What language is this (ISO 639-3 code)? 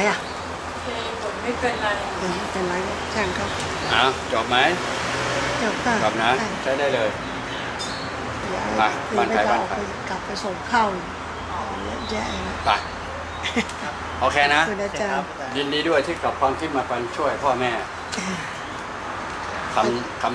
tha